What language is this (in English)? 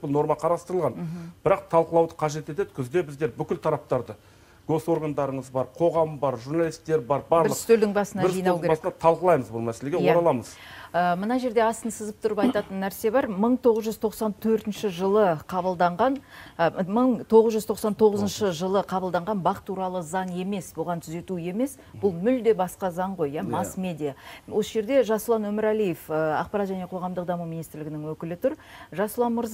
Kazakh